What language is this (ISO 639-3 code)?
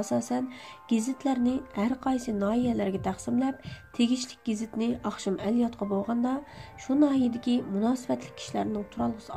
uig